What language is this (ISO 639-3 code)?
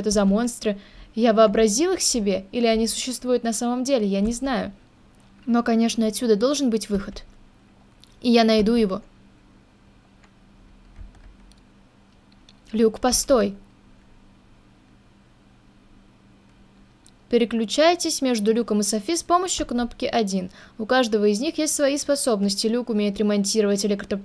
rus